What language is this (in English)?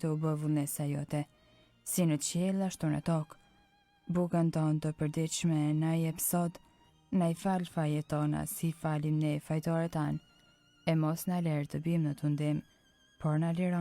Albanian